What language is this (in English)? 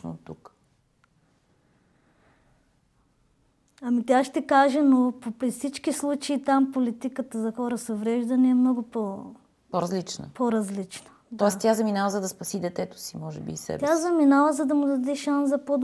Bulgarian